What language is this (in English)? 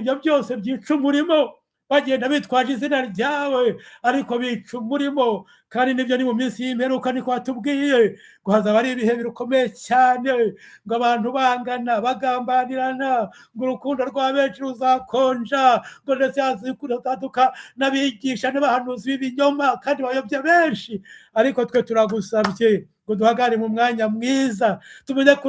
Kinyarwanda